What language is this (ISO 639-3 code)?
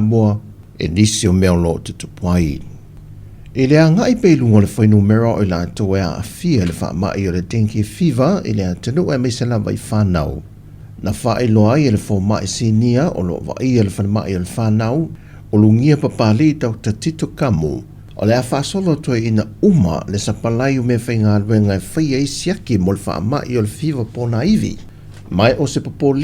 smo